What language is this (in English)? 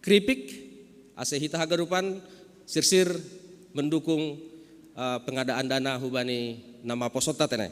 Batak Simalungun